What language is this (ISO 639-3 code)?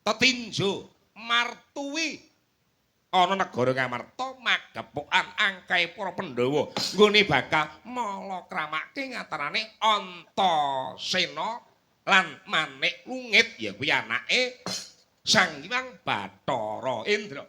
jav